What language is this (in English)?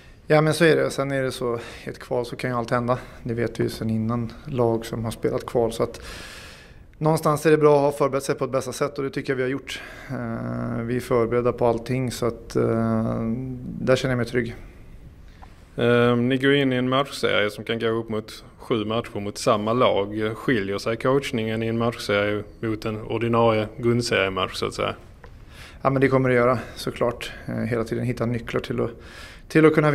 Swedish